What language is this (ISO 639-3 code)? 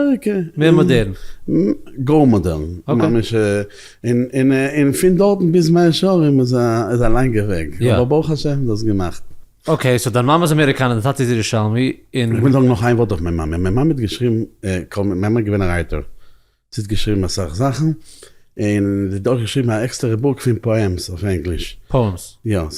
yid